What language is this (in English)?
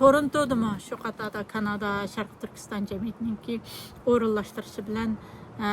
Uyghur